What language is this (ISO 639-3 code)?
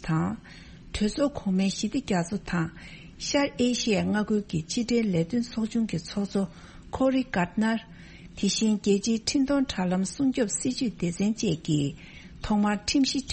bod